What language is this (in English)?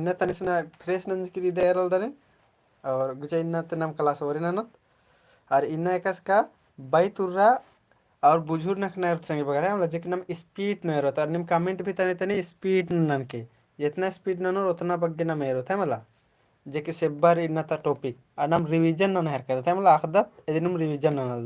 Kurukh